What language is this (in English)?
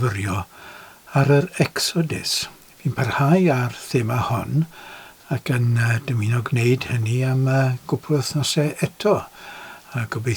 Welsh